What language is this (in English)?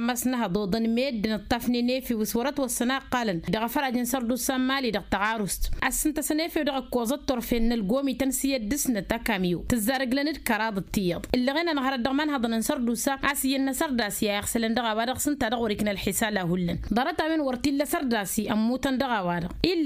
Tamasheq